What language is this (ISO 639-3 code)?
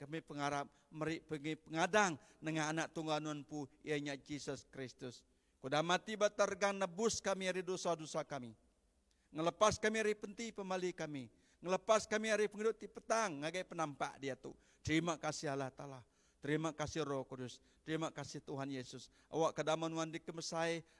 iba